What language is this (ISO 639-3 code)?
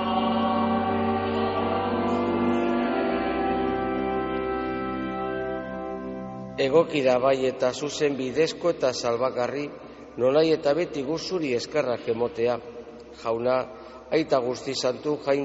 eus